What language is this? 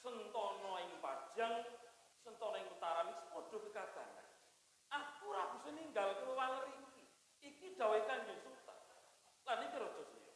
Javanese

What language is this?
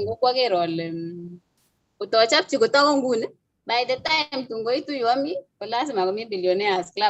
Kalenjin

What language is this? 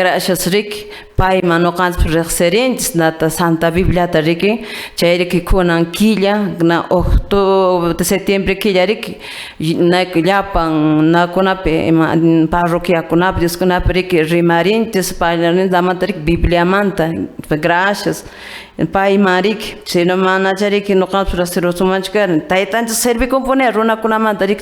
Quechua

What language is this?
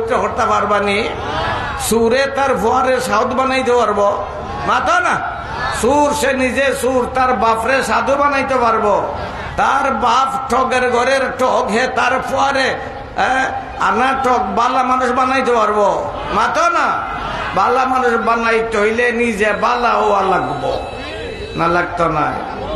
Sylheti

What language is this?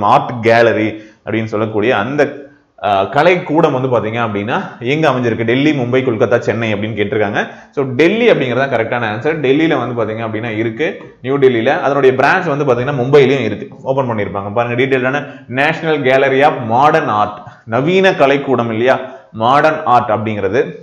Tamil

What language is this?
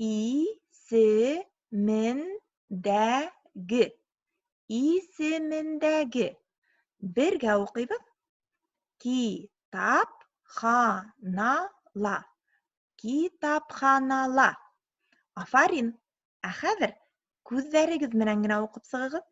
Bashkir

